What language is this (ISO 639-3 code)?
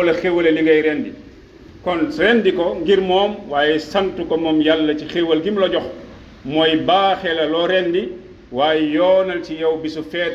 wol